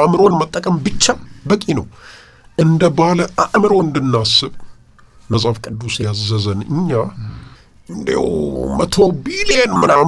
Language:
Amharic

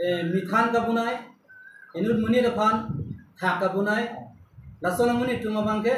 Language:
Karbi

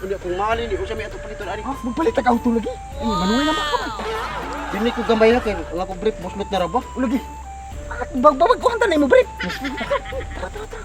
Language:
Cebuano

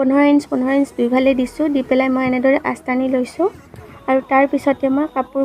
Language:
Assamese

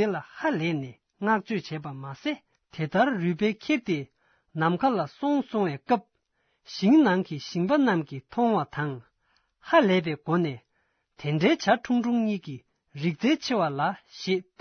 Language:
Tibetan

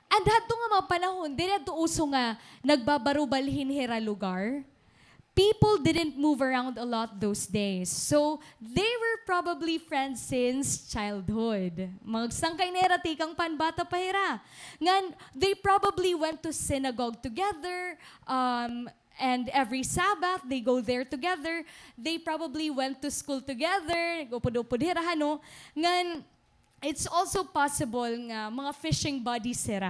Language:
Waray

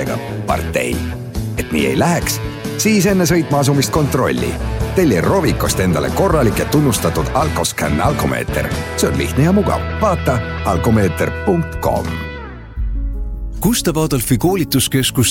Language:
Estonian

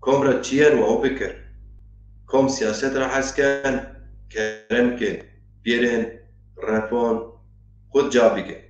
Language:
Zaza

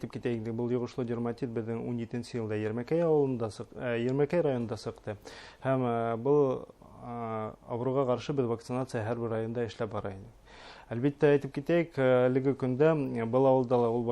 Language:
Bashkir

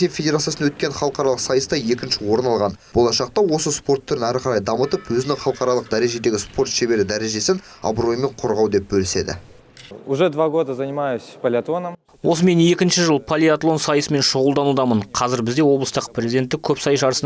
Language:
Kazakh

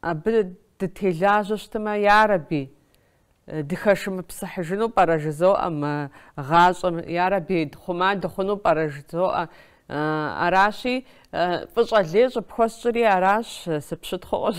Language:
Kabardian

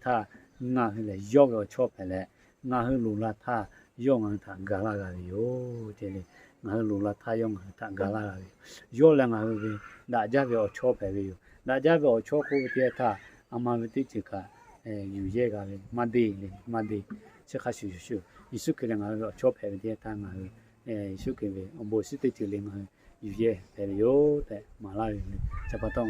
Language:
Lahu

